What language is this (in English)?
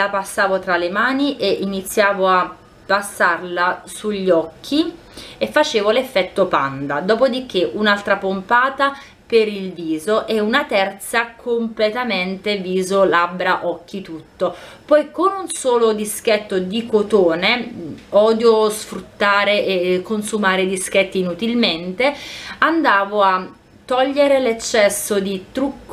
Italian